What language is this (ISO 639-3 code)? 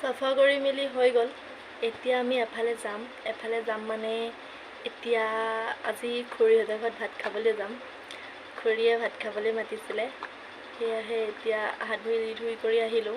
asm